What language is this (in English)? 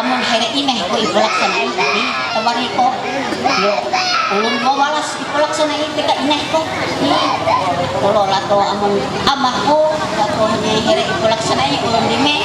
Ma'anyan